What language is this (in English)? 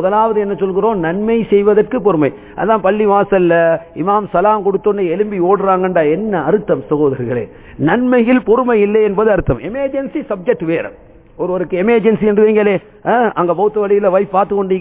Tamil